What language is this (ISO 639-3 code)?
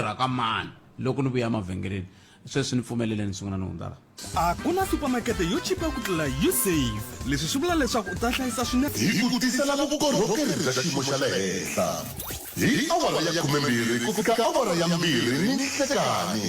tso